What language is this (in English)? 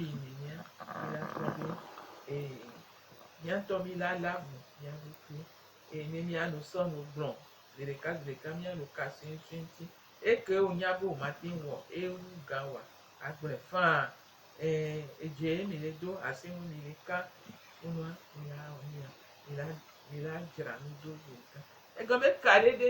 Gen